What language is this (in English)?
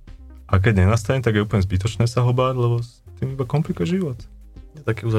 Slovak